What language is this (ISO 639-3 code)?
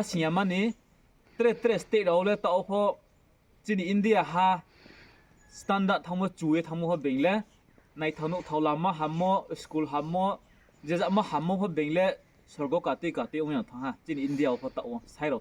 ria